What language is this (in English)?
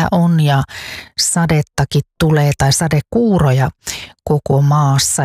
Finnish